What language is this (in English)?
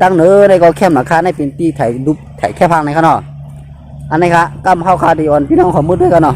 Shan